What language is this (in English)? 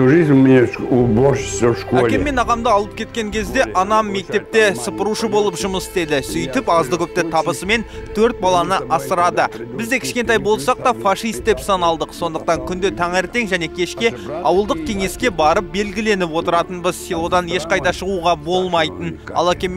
Kazakh